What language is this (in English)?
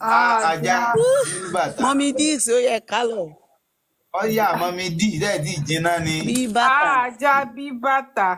Yoruba